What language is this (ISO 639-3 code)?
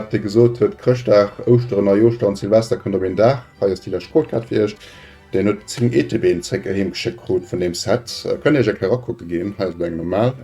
ltz